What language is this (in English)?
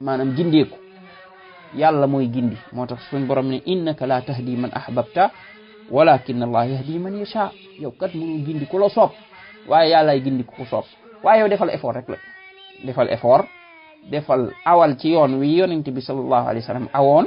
Wolof